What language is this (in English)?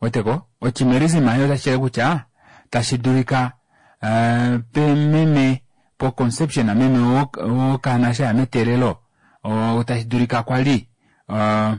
Kuanyama